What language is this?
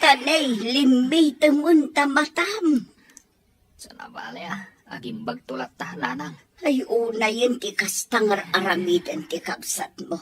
Iloko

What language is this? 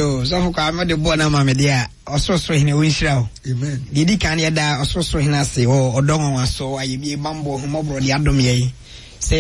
Akan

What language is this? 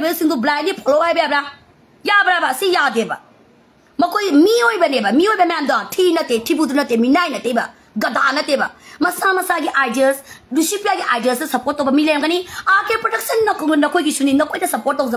Manipuri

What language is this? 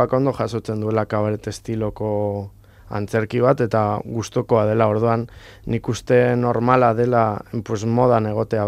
Basque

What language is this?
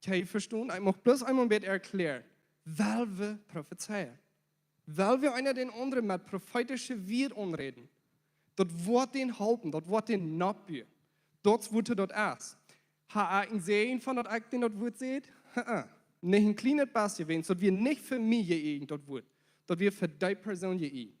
Plautdietsch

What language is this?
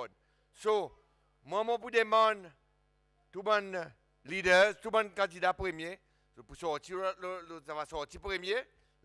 Seselwa Creole French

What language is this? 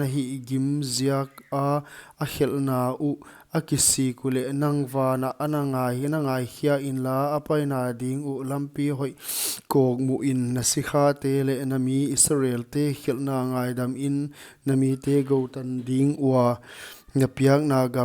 Paite Chin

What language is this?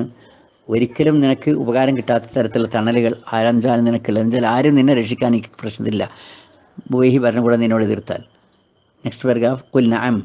Malayalam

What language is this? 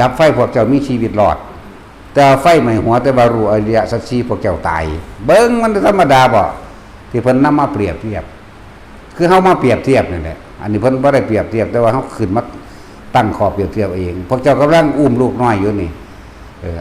Lao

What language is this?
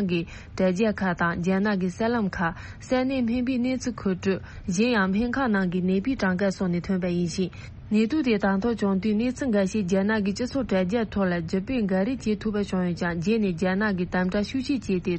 Tibetan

